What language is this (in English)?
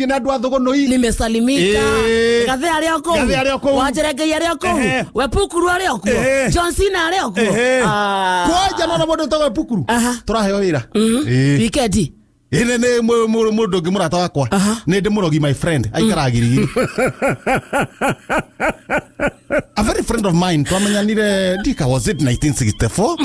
Kikuyu